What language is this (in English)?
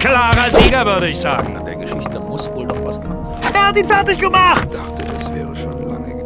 Bavarian